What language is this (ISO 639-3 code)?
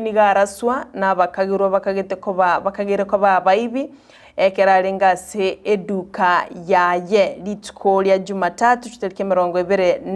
guz